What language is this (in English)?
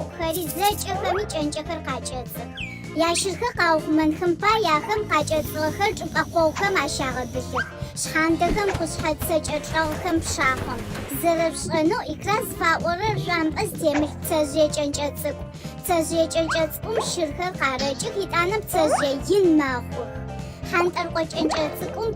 Adyghe